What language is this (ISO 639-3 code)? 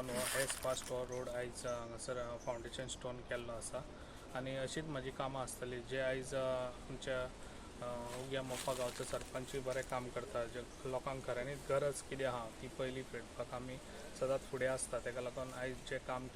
kok